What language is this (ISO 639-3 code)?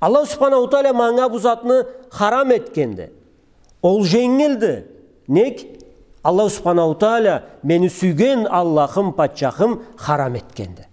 krc